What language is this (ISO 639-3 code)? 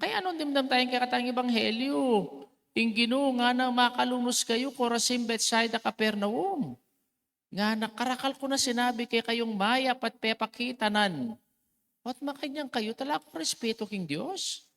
pam